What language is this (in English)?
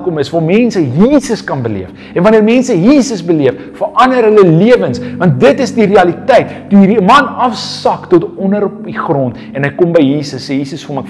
Afrikaans